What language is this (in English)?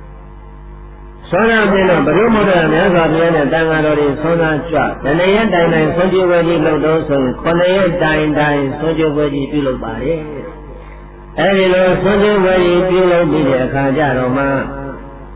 Burmese